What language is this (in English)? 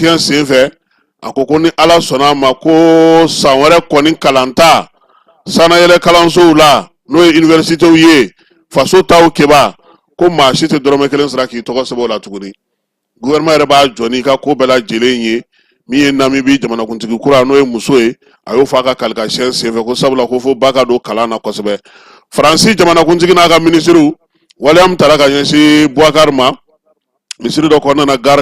Bambara